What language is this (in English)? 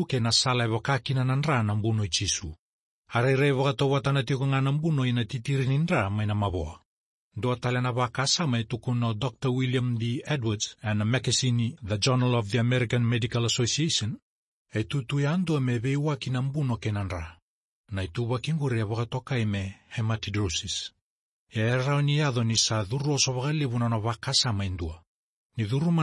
Fijian